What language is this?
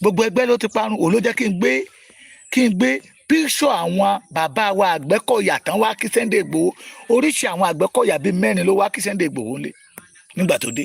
Yoruba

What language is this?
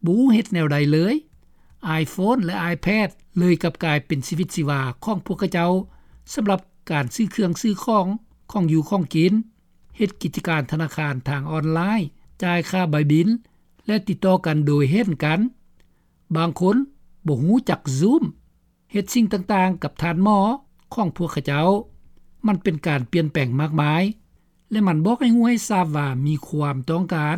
Lao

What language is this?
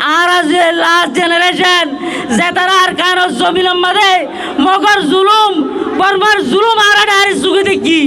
Rohingya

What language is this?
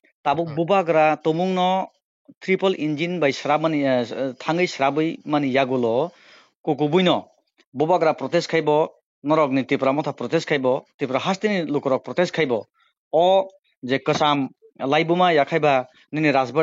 Kok Borok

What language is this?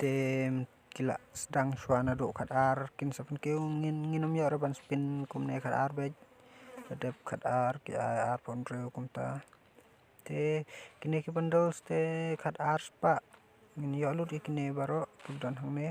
Khasi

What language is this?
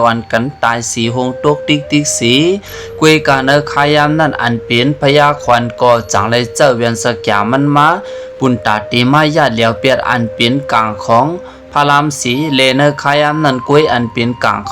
Shan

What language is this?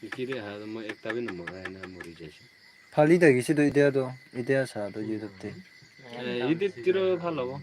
Naga Pidgin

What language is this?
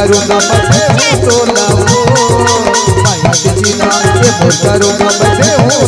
Chhattisgarhi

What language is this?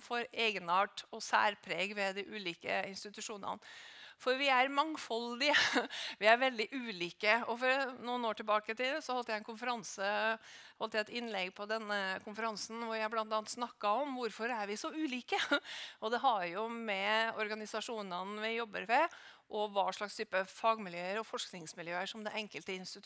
Norwegian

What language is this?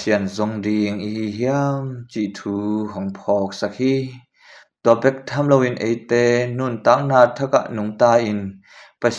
Tedim Chin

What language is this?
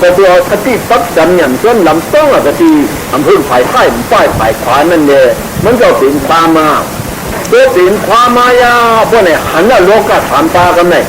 Shan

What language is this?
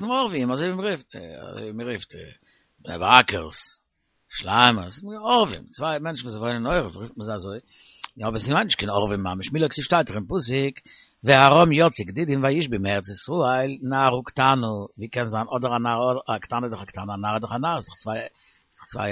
Yiddish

